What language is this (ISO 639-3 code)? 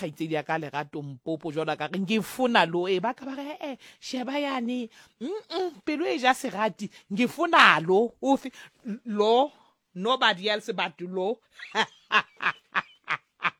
sot